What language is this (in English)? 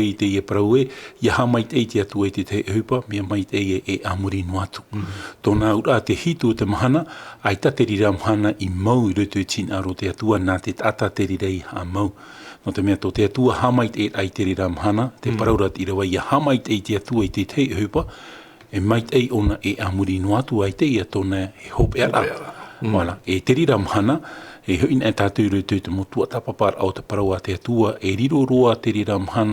Tahitian